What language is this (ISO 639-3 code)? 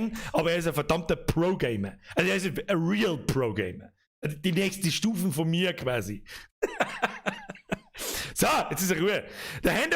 bar